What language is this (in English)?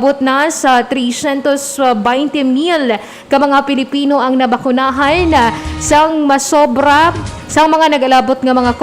Hiligaynon